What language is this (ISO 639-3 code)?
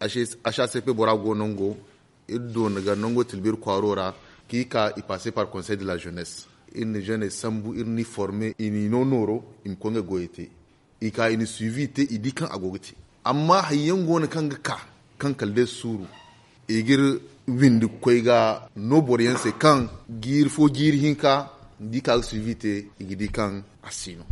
dje